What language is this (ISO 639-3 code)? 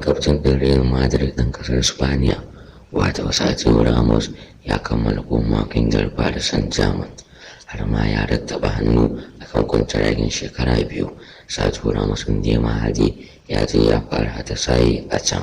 hau